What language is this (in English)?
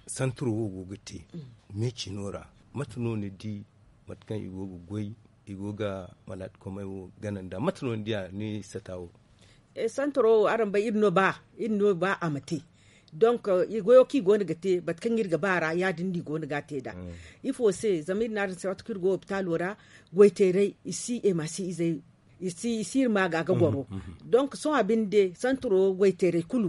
Zarma